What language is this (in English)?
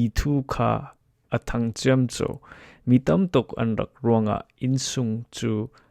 Falam Chin